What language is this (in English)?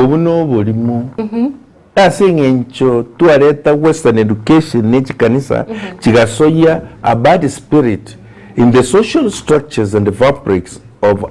Gusii